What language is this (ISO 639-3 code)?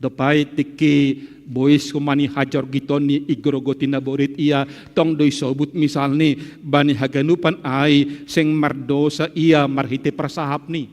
bts